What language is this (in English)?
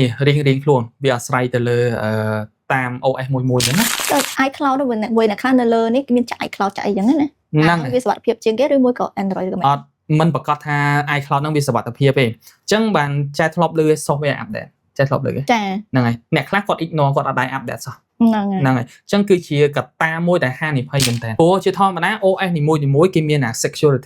Khmer